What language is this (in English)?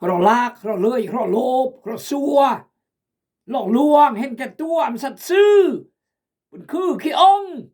Khmu